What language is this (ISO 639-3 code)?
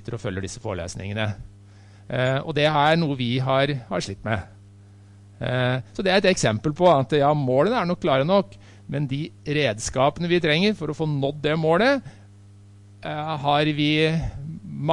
nor